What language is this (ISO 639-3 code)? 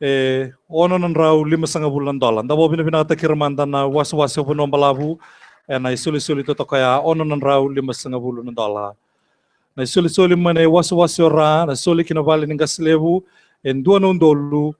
fij